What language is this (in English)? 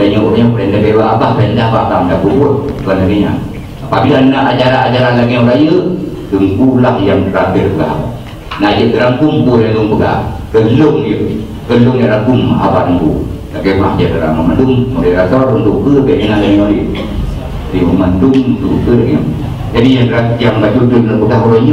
Achinese